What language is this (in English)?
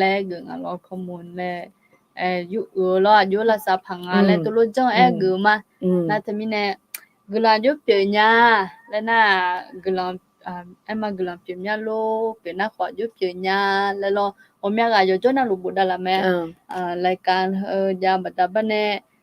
Akha